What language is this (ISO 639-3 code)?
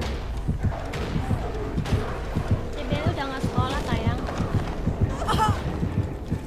ind